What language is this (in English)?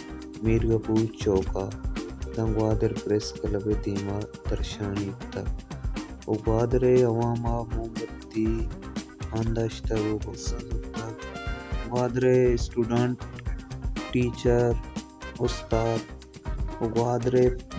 Baluchi